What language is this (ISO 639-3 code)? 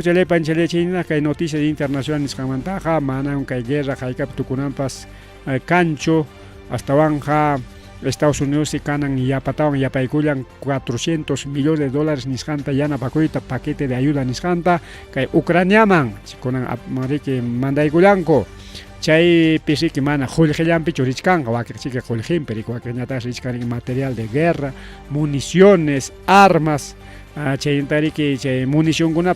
quy